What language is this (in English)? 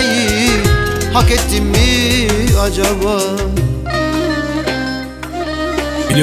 Turkish